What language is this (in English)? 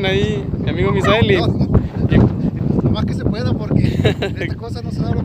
Spanish